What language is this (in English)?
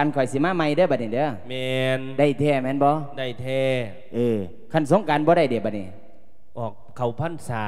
Lao